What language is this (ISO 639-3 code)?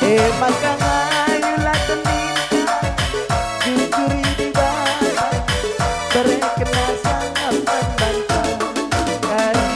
btx